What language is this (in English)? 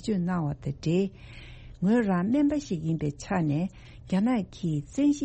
Tibetan